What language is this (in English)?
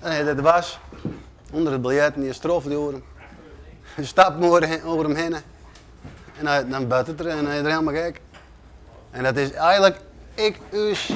Western Frisian